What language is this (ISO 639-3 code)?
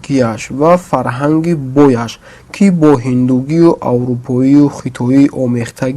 tgk